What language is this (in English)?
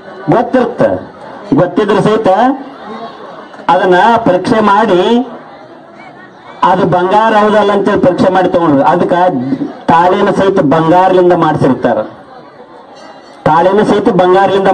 Kannada